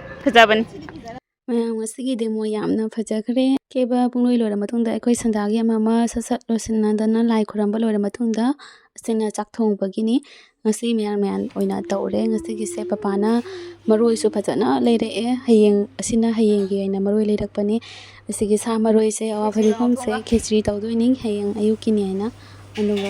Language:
Manipuri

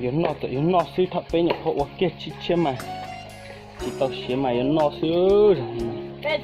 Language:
Hmong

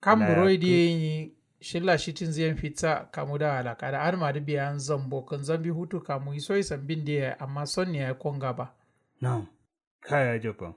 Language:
Kanuri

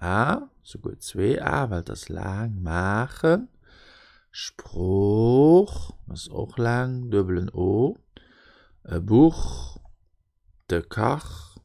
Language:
Luxembourgish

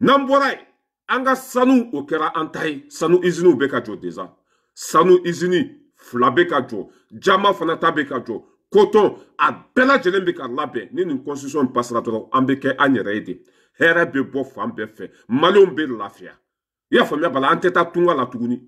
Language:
Bambara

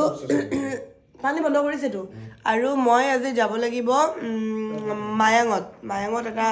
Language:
Assamese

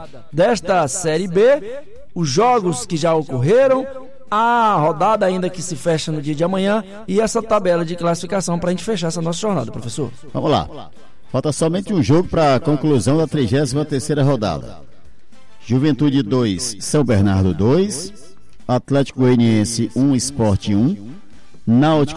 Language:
Portuguese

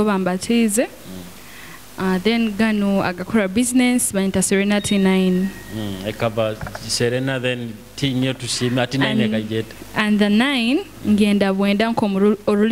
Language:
Nyoro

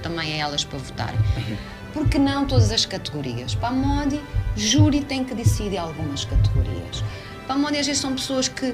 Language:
Kabuverdianu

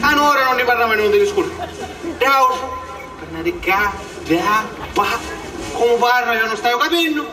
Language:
Sicilian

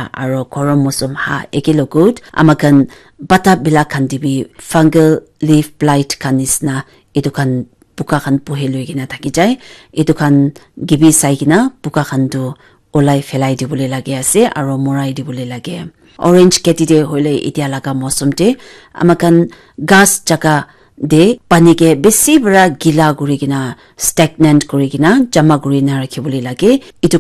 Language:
Naga Pidgin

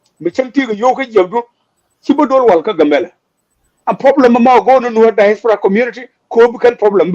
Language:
Nuer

